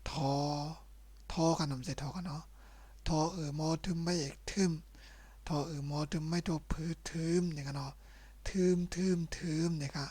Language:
Shan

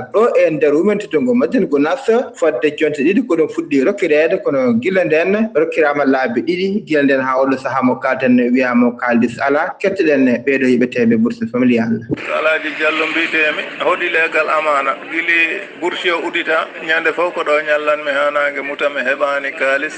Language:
Fula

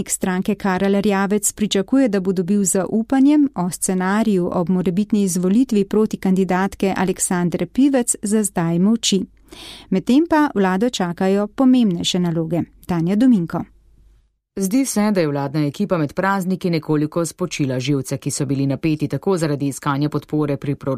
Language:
Slovenian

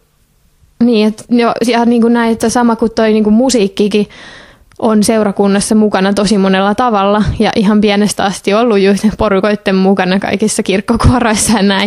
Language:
Finnish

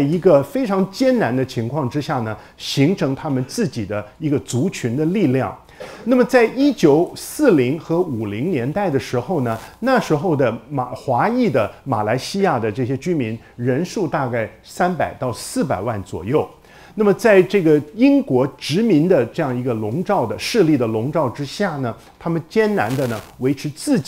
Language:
Chinese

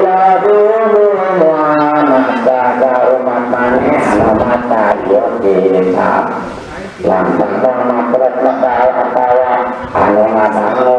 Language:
Sundanese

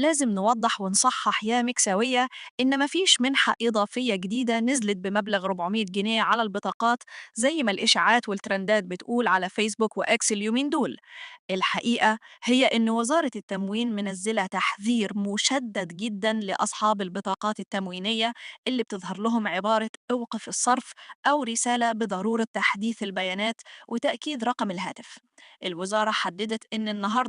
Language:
Egyptian Arabic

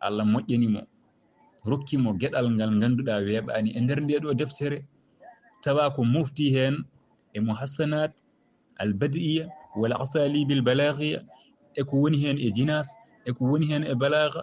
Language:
Fula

